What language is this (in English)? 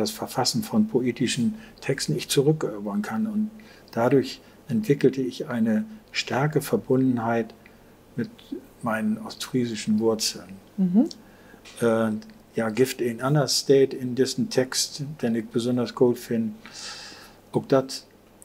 Low German